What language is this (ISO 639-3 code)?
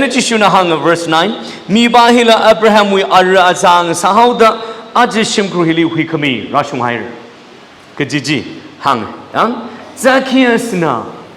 nmf